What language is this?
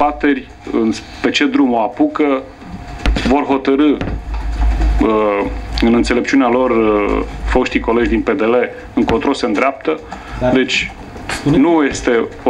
Romanian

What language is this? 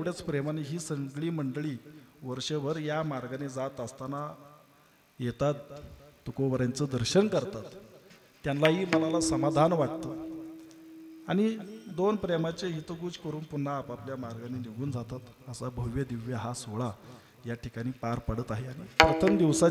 Marathi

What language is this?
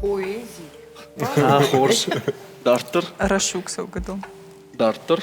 Ossetic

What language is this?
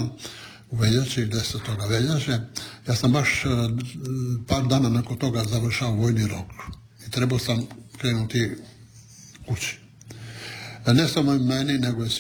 Croatian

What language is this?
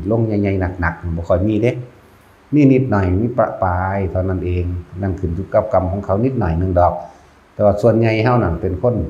Northeastern Thai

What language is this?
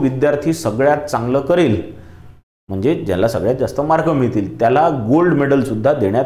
Marathi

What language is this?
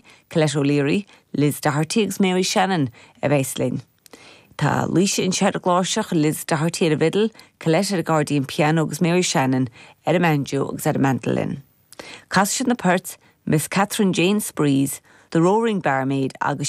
Irish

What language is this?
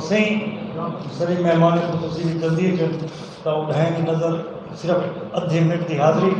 Saraiki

